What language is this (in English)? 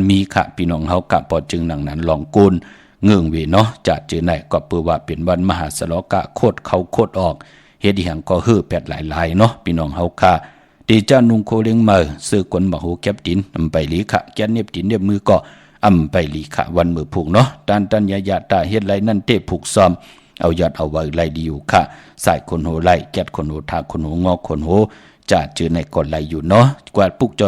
Shan